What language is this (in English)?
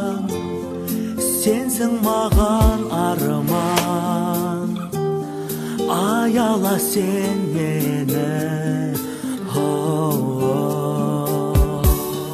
Kazakh